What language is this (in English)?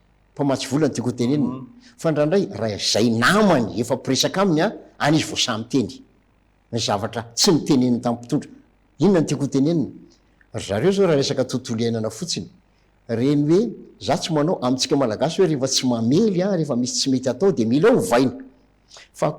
Malagasy